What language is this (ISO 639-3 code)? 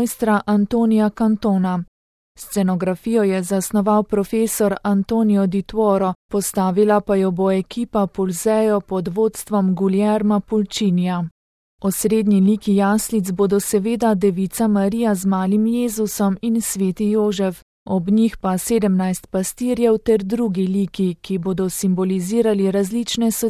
slv